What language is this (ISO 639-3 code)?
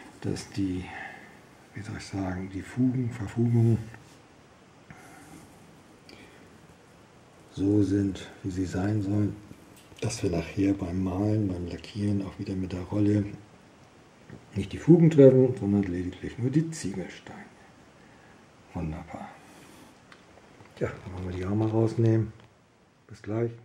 deu